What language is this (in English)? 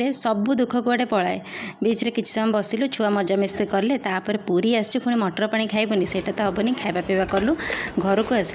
Odia